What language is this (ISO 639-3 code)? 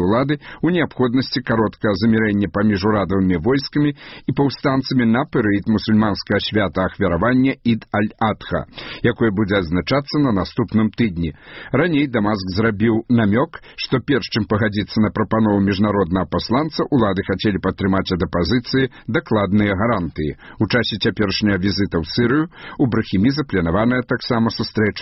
bel